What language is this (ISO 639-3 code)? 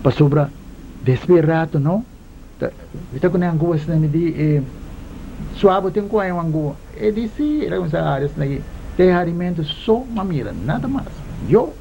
pap